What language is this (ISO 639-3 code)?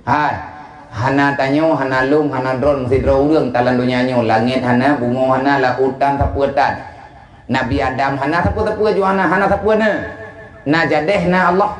ace